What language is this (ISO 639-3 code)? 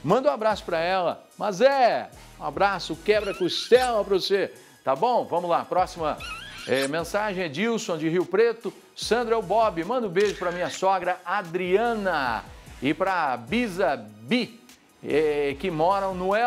por